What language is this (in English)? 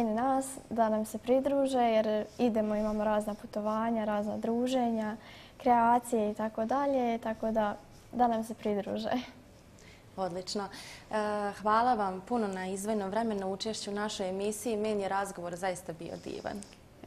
Bosnian